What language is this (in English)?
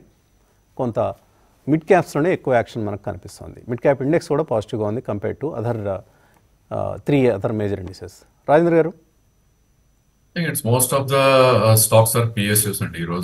Telugu